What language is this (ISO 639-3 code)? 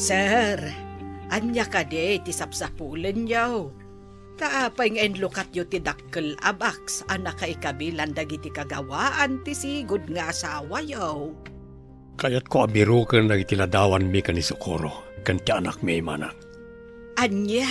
ilo